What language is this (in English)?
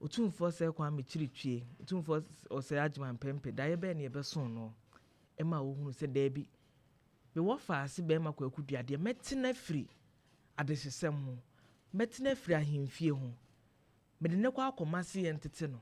Akan